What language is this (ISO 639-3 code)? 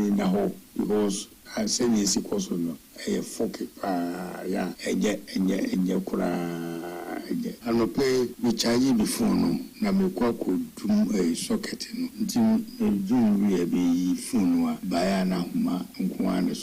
aka